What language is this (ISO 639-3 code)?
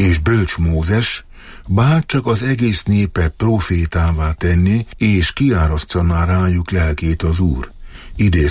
hun